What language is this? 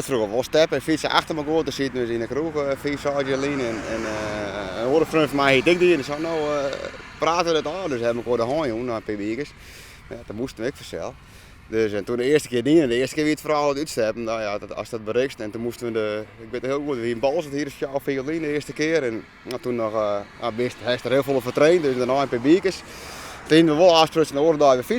Western Frisian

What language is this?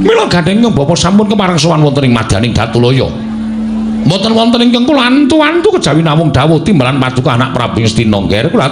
Javanese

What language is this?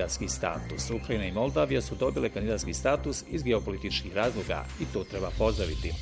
Bosnian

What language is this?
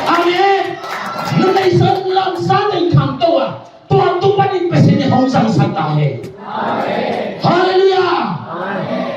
Tedim Chin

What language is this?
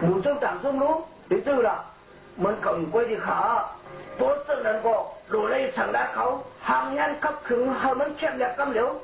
Shan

